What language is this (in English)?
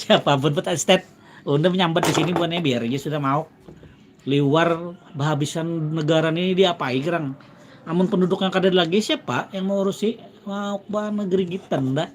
Banjar